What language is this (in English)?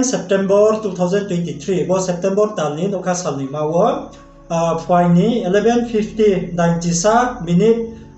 Riang (India)